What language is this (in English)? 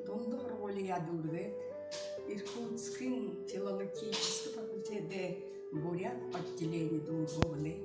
Buriat